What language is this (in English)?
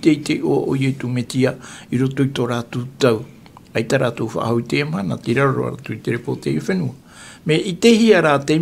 Tahitian